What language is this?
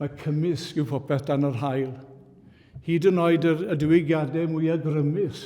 Welsh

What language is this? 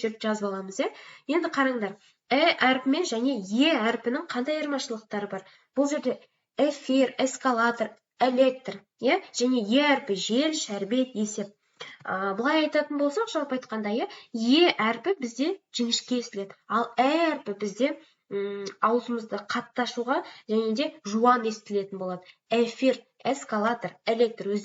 Kazakh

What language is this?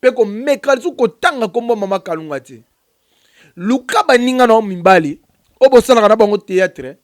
Lingala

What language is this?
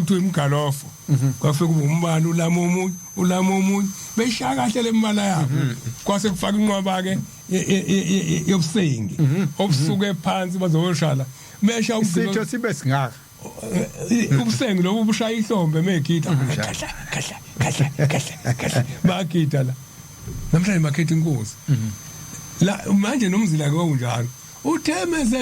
Zulu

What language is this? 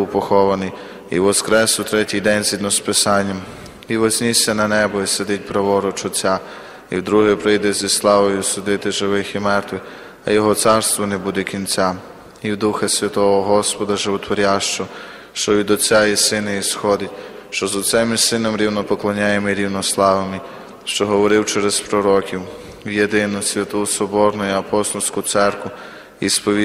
Ukrainian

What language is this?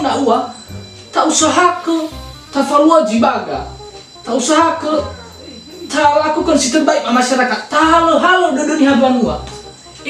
Nias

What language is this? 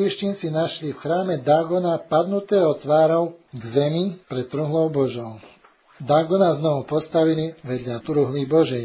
Slovak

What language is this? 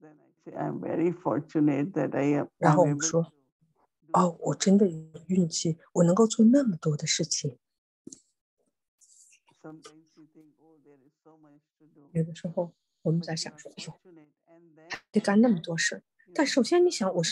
Chinese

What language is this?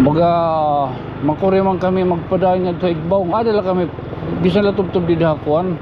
Waray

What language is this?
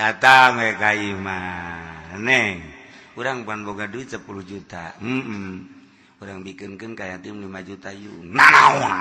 Sundanese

